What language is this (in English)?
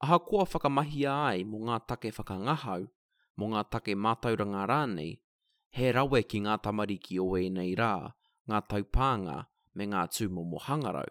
Māori